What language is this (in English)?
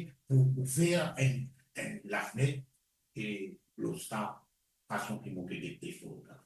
Morisyen